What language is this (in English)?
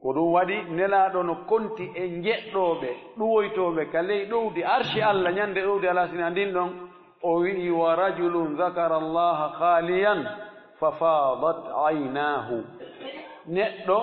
Fula